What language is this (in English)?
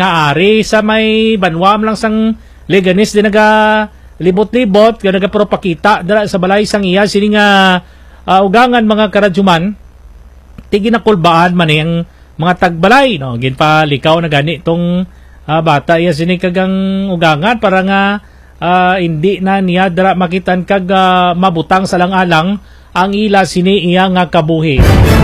Hiligaynon